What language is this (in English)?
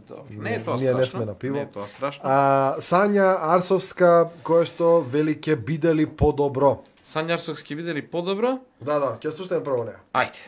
Macedonian